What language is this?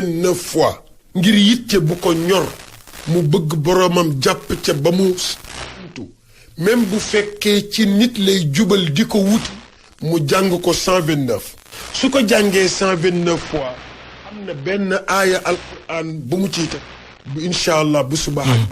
Wolof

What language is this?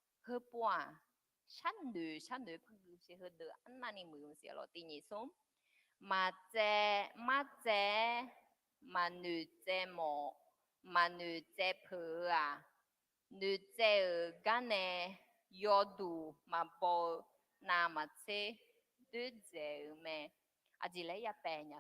Akha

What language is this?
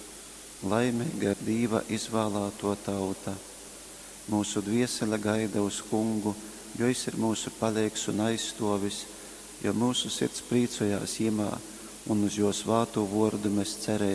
Latgalian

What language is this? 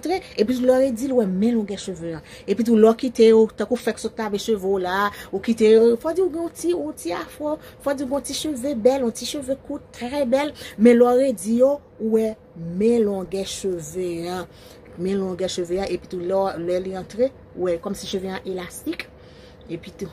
Haitian Creole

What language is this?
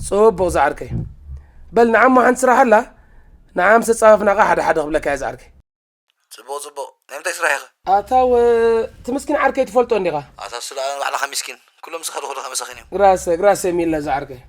Tigrinya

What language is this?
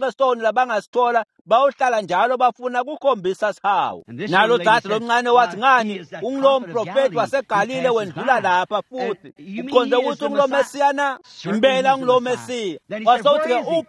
Swati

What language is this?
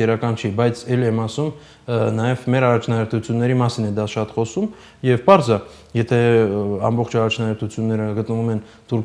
Armenian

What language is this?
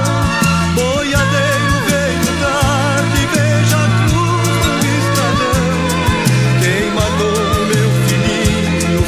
Portuguese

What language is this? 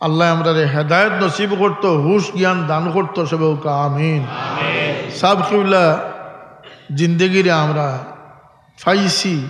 Sylheti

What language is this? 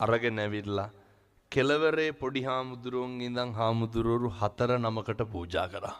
Sinhala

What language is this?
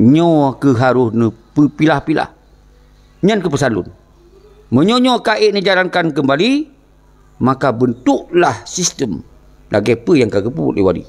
Achinese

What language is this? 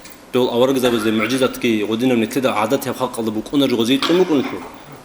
Avaric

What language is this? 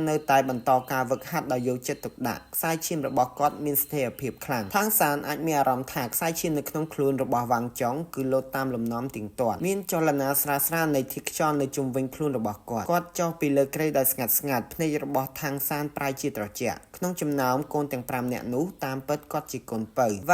Khmer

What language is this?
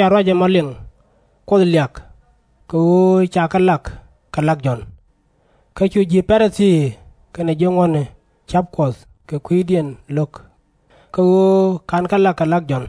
Nuer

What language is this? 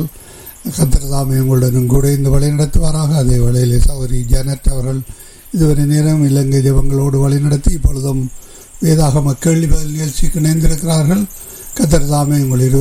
Tamil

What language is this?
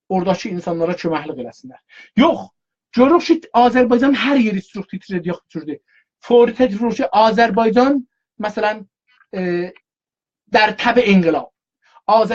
South Azerbaijani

